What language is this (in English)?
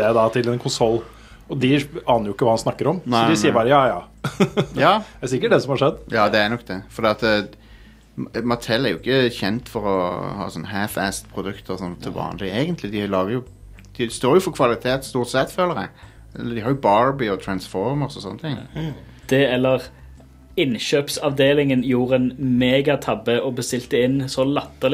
Norwegian